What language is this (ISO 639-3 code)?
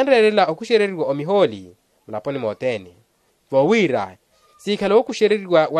vmw